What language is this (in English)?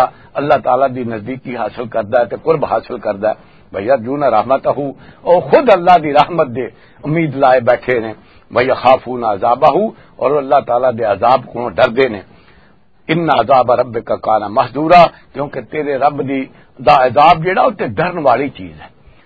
Western Panjabi